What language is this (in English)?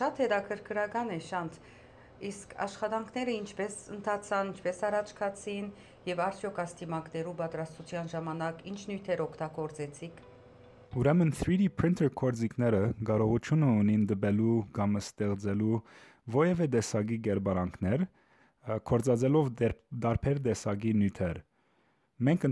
Western Armenian